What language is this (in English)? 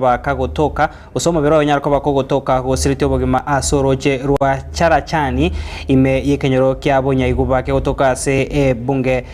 Gusii